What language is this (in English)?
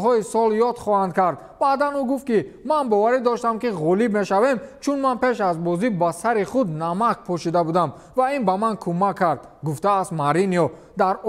Tajik